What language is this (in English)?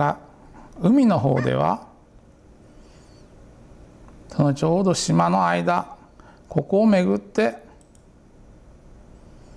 Japanese